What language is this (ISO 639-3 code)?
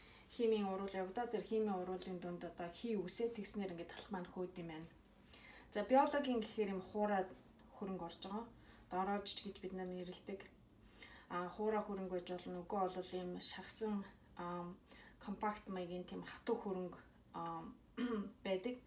mon